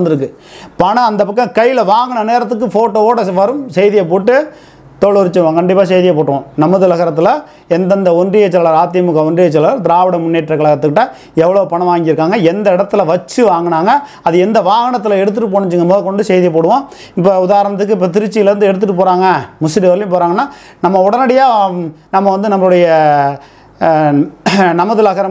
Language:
Tamil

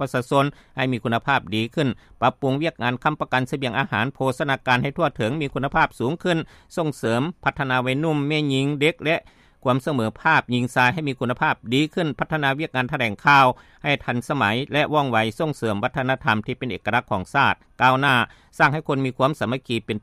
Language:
Lao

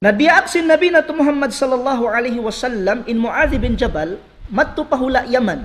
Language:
Tausug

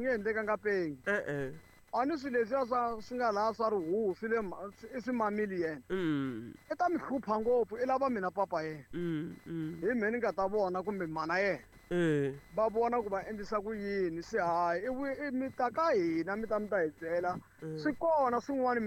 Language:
Tsonga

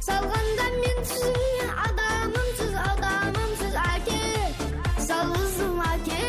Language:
Kara-Kalpak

